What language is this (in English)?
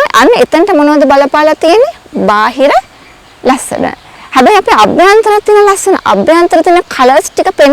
Sinhala